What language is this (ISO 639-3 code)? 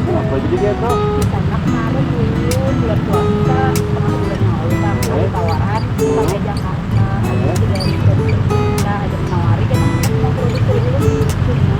bjn